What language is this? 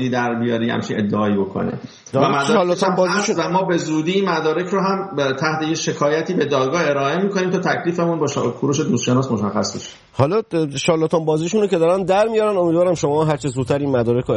Persian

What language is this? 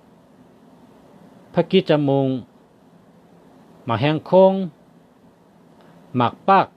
Shan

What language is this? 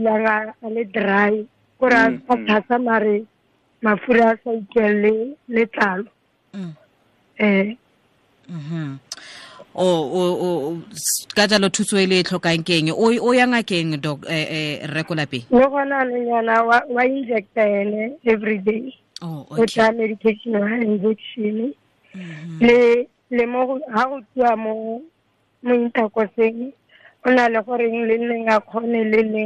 Tswana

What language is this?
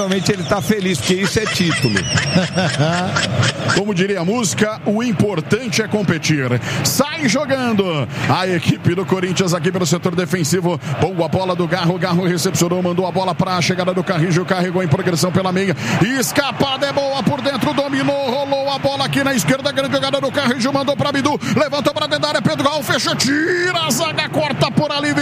Portuguese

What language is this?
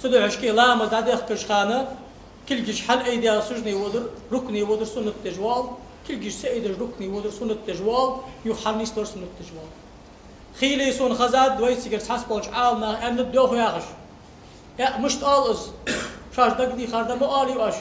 Ingush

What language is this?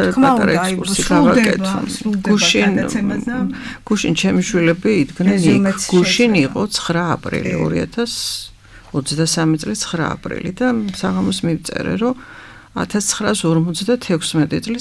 Georgian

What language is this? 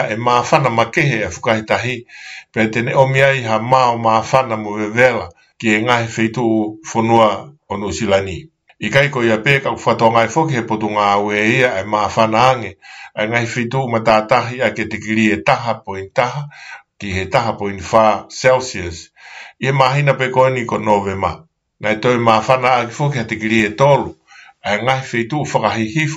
Tongan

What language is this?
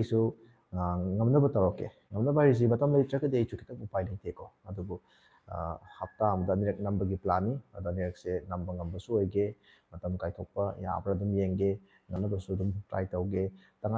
Manipuri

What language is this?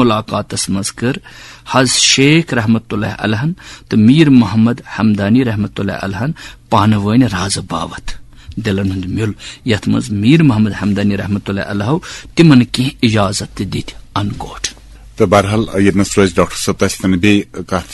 Kashmiri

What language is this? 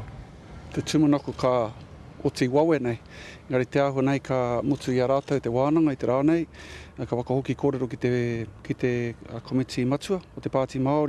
Māori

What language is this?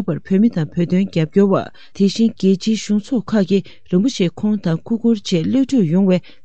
Tibetan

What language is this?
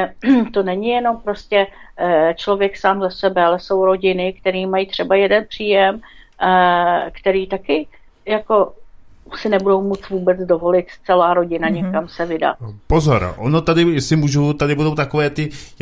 Czech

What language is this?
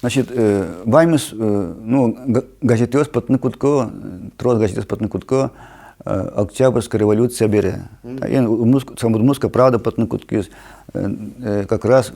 Udmurt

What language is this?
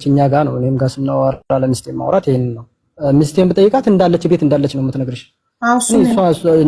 Amharic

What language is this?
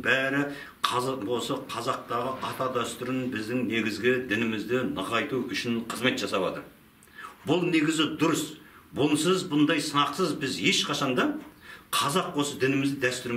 Kazakh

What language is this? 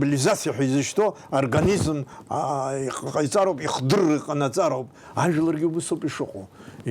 Abkhazian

